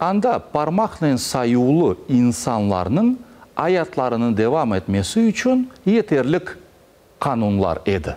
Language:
Crimean Tatar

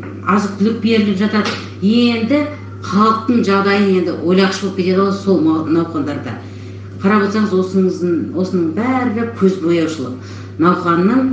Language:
Kazakh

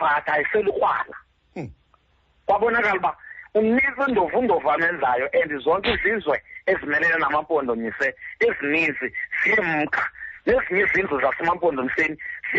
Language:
Xhosa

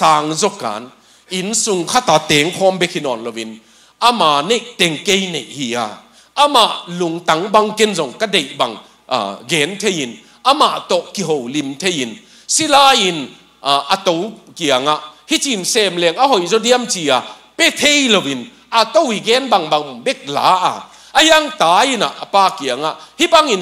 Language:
Tedim Chin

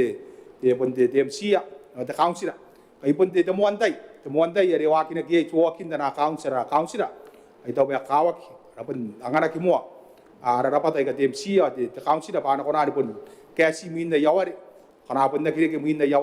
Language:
Gilbertese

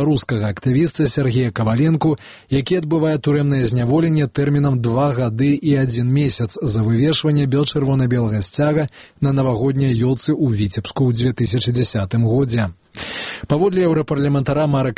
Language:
Belarusian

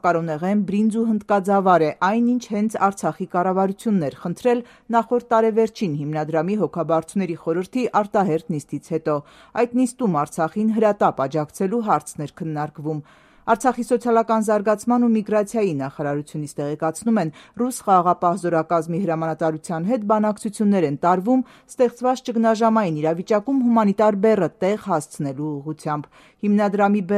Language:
Armenian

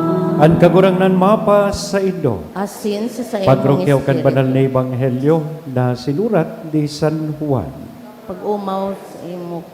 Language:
Bikol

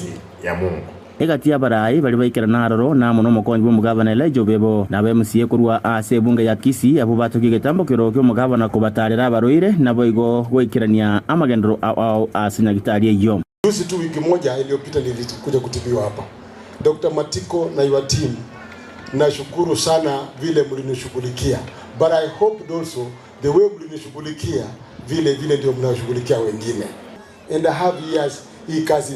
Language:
Gusii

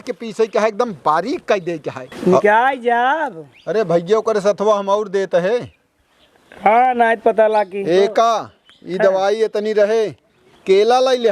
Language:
Awadhi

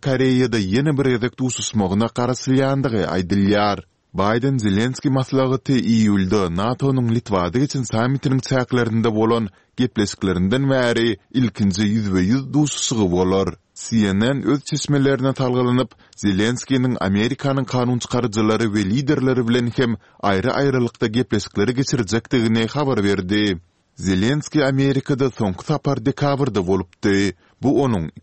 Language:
Turkmen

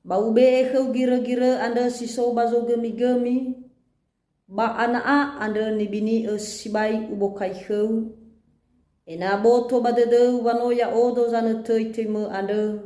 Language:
Nias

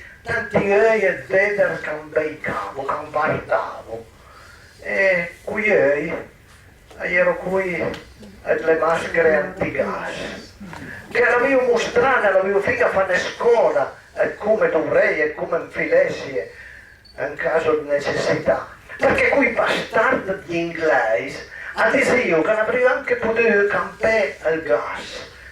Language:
Piedmontese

